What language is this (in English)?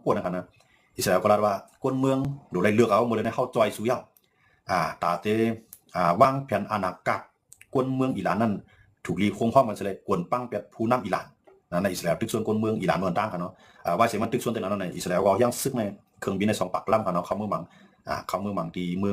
Shan